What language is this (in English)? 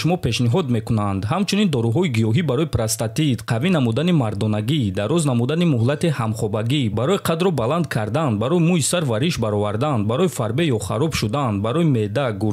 Tajik